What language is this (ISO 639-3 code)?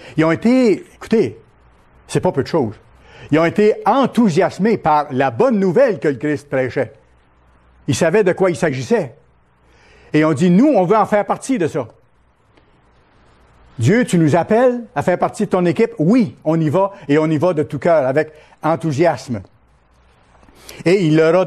fra